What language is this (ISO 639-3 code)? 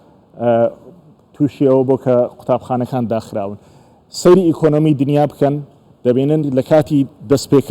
ckb